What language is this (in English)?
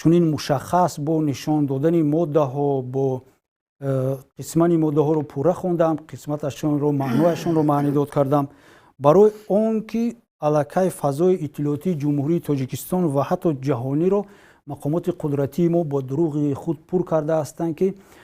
Tajik